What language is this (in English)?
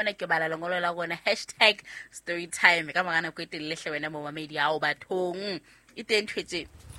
Southern Sotho